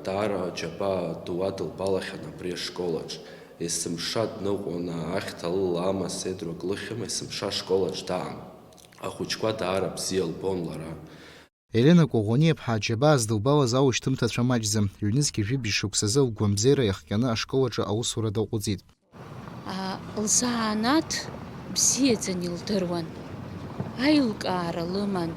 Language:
Abkhazian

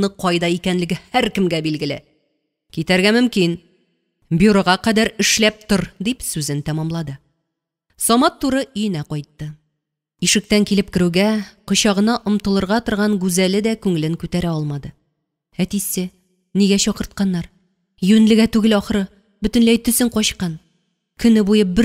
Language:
Tatar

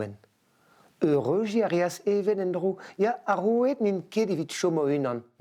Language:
Breton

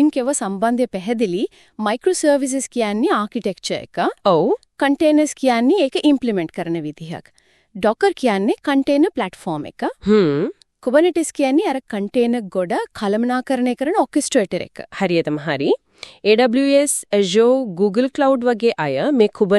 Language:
Sinhala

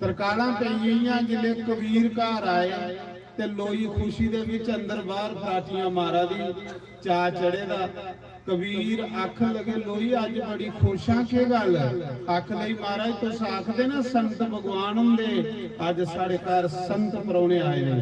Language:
Dogri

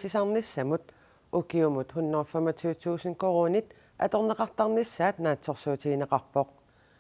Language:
Kalaallisut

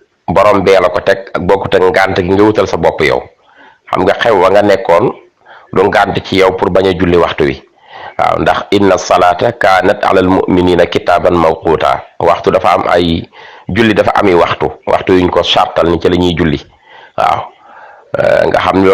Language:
Wolof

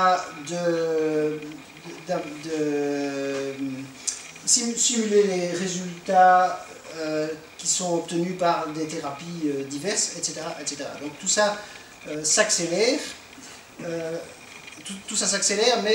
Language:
French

